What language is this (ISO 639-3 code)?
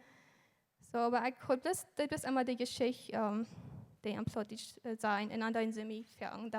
pdt